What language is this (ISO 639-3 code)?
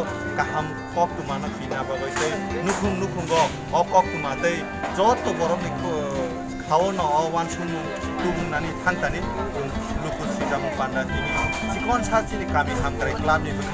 trp